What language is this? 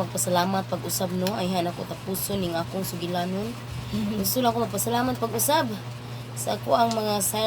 Cebuano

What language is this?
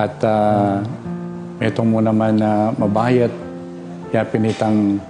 Pampanga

